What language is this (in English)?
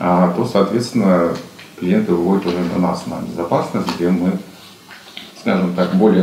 Russian